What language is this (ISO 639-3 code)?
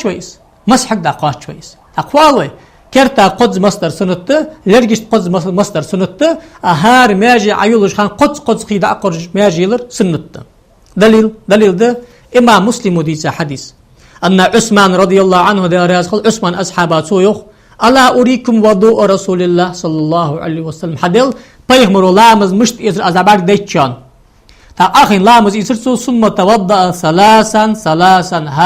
inh